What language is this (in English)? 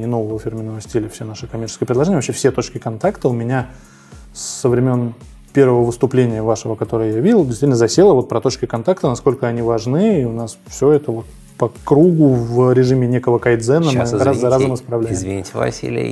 Russian